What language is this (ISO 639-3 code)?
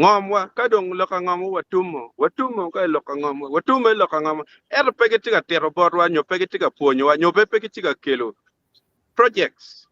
ach